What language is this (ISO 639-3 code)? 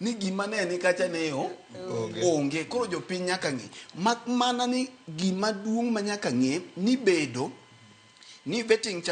luo